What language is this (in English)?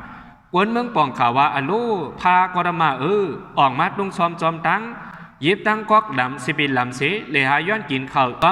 Shan